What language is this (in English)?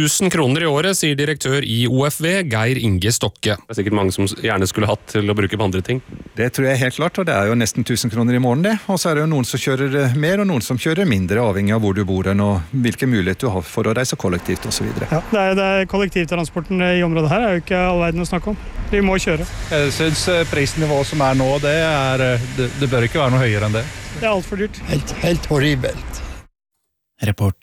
Norwegian